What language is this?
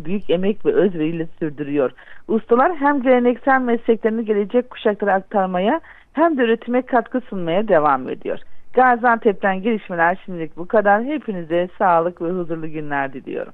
Turkish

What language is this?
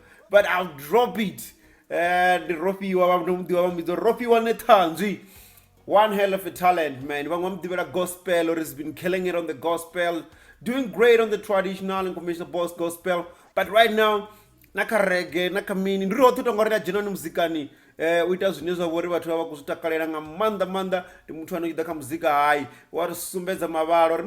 Venda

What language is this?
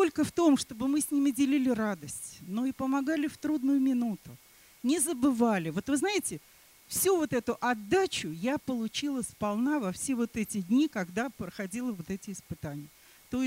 Russian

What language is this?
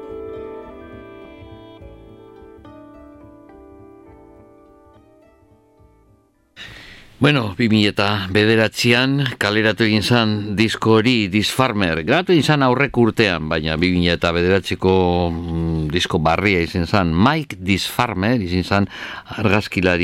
Basque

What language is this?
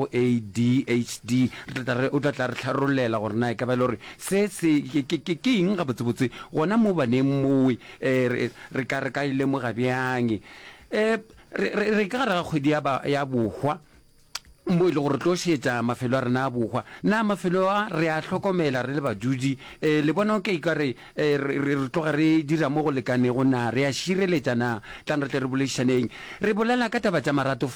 Northern Sotho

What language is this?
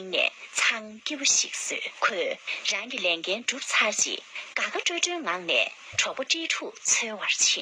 Tibetan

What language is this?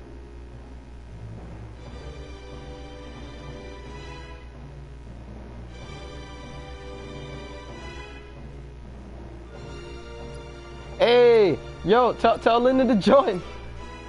English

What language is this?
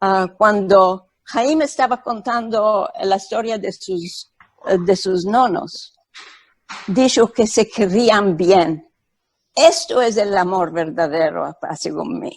Ladino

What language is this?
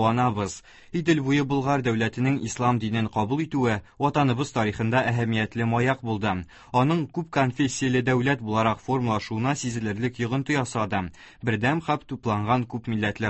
Tatar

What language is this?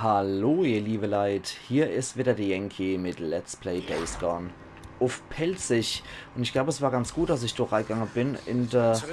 Palatine German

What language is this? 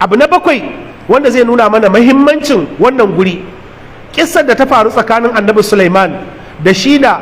Hausa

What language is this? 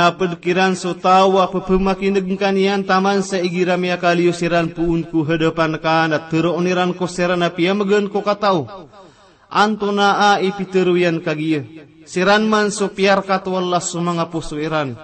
Maranao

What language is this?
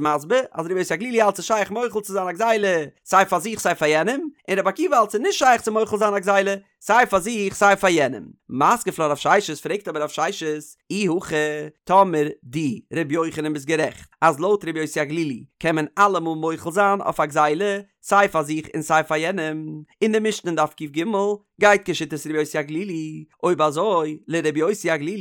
Yiddish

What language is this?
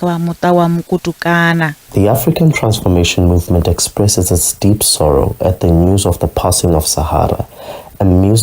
Venda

